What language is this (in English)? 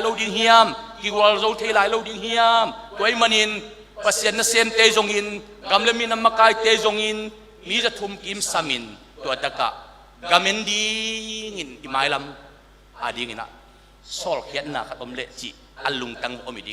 Tedim Chin